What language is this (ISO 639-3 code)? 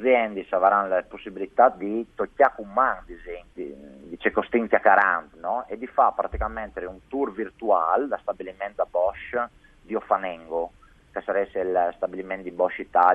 fur